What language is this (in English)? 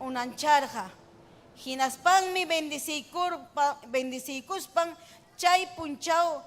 Ayacucho Quechua